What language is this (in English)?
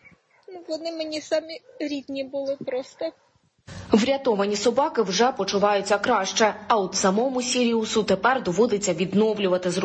Ukrainian